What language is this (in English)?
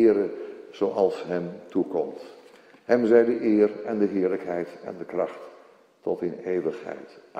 Dutch